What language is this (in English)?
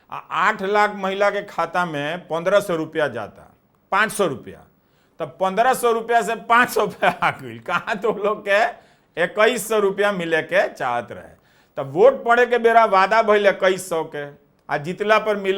Bhojpuri